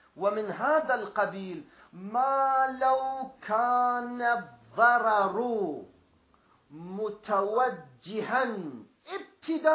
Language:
Arabic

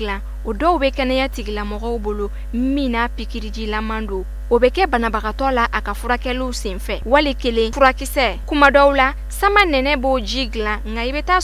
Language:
Bambara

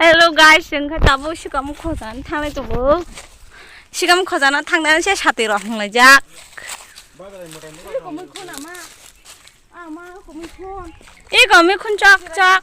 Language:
Kok Borok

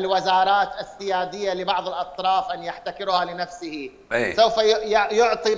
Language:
Mesopotamian Arabic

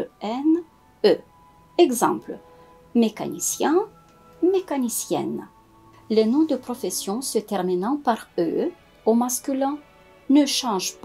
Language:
French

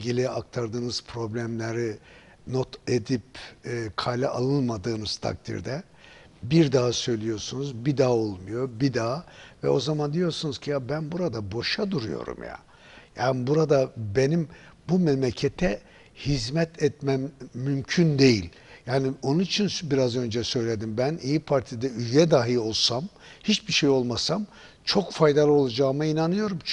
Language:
Turkish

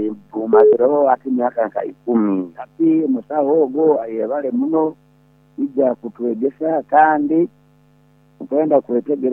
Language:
Nyoro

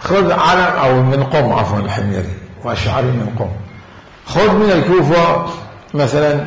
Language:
Mesopotamian Arabic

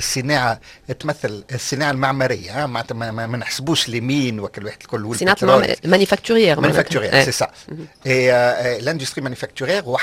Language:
Tunisian Arabic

